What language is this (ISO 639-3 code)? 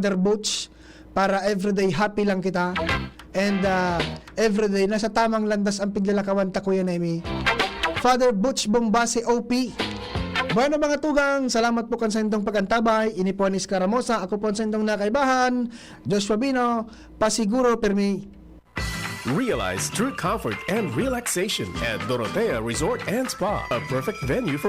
bik